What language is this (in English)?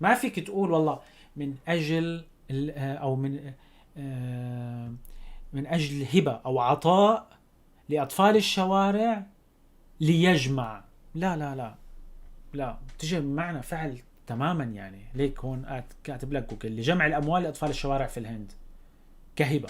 North Levantine Arabic